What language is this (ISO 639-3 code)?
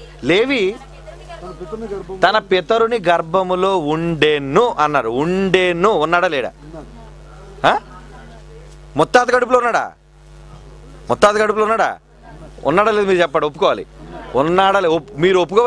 tel